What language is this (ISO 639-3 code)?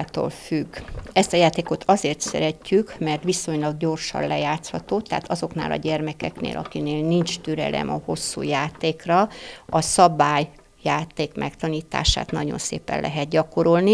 hun